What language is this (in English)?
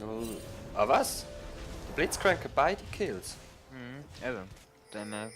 Swiss German